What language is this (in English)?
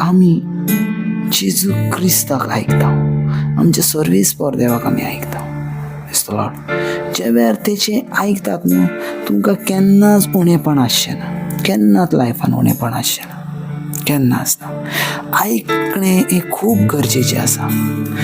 Konkani